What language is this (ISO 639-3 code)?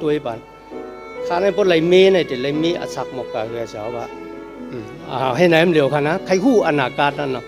shn